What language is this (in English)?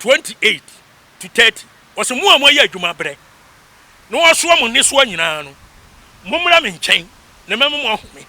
Akan